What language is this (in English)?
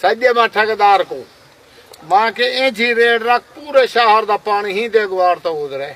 Saraiki